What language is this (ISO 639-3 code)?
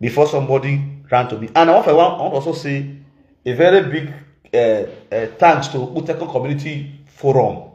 pcm